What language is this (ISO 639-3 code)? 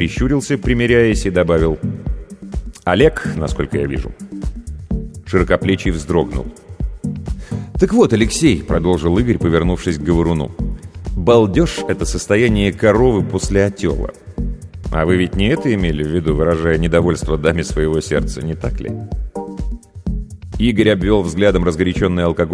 rus